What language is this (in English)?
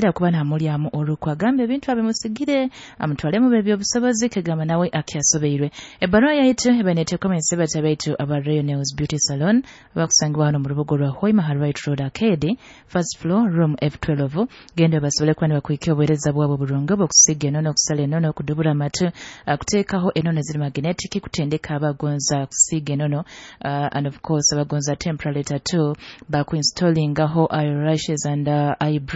Nyoro